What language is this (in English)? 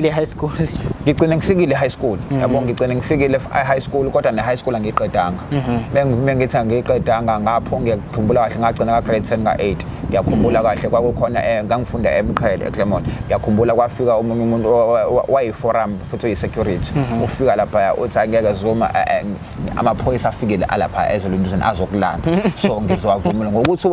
Zulu